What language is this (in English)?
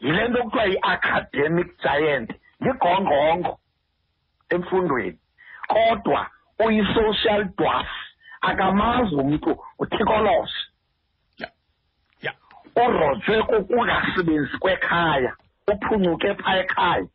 Xhosa